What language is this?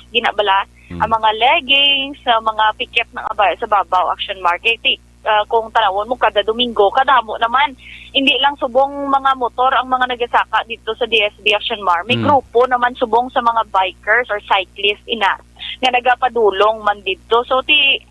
Hiligaynon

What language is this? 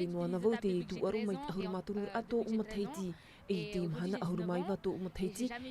Tahitian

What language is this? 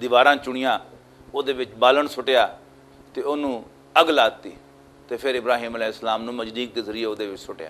Western Panjabi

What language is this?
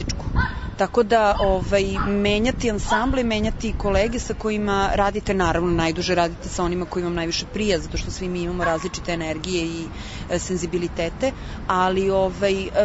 Serbian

